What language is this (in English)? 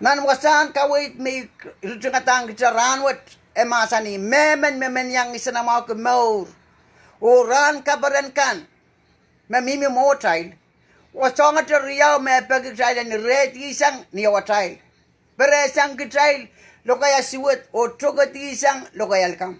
Pohnpeian